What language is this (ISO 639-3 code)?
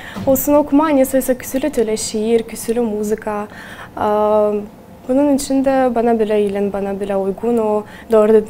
gag